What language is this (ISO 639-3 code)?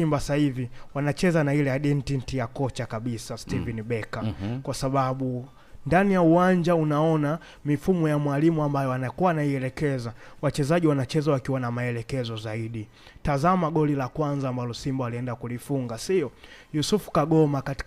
swa